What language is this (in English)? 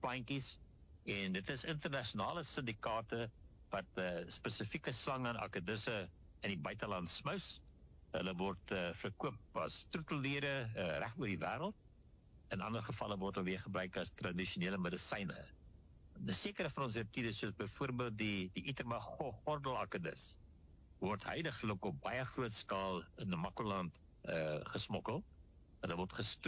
Afrikaans